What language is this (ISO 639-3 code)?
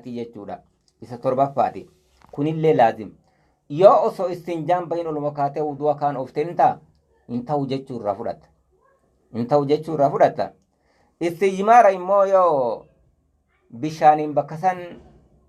orm